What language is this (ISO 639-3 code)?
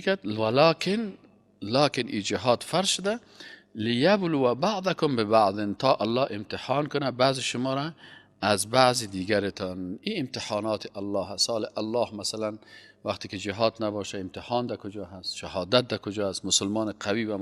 fas